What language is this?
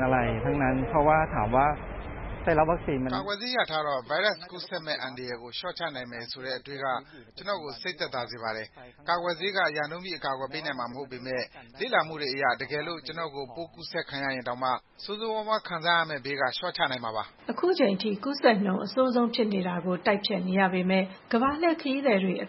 Burmese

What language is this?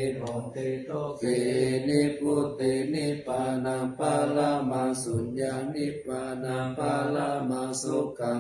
Pali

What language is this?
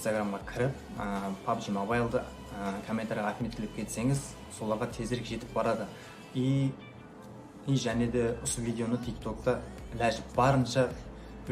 Kara-Kalpak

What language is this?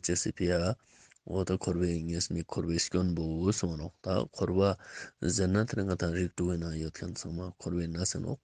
Ladakhi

